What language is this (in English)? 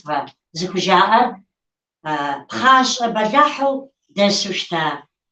Kabardian